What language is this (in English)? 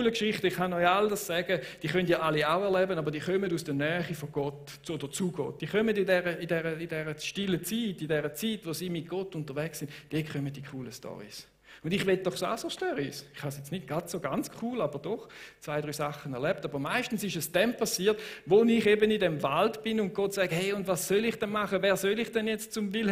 Swiss German